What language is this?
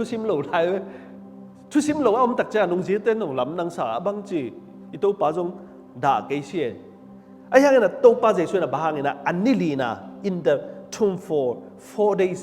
Tedim Chin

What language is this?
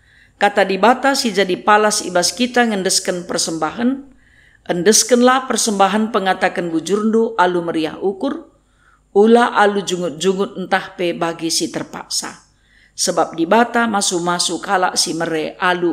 Batak Karo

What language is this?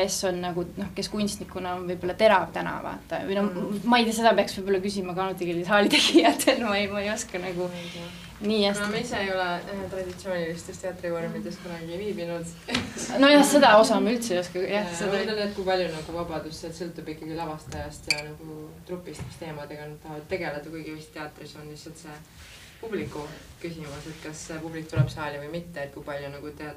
Estonian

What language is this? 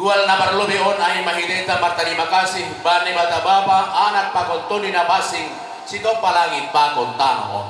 Batak Simalungun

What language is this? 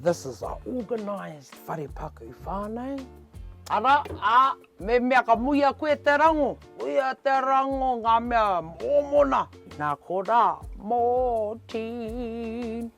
Māori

